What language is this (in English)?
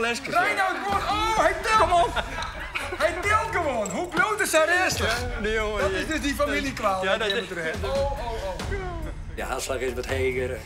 Western Frisian